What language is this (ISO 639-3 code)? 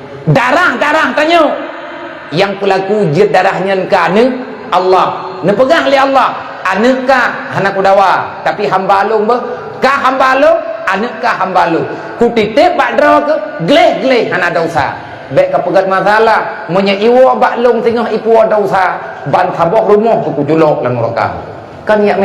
ace